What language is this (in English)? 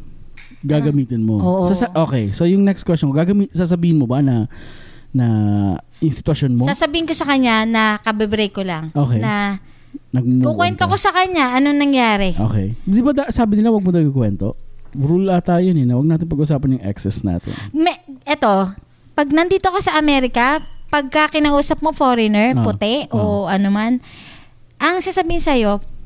Filipino